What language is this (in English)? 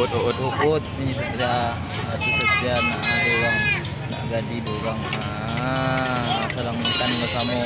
Minangkabau